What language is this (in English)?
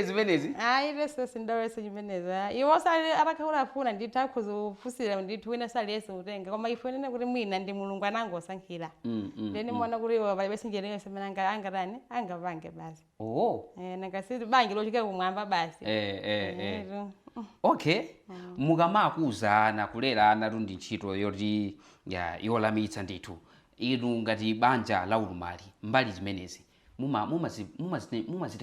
Nyanja